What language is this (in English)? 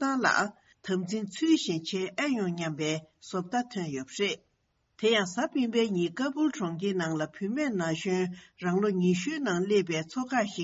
Tibetan